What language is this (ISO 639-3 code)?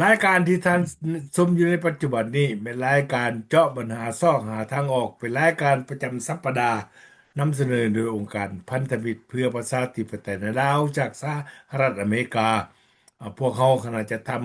lao